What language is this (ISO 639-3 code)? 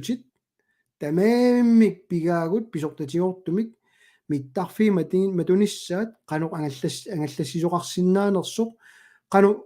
kal